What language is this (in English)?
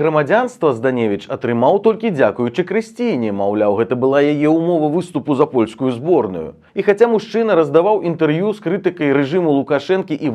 Belarusian